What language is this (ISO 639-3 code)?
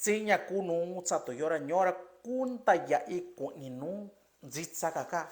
mix